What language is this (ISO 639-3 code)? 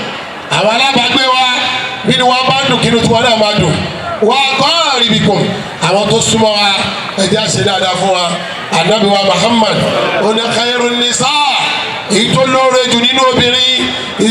yor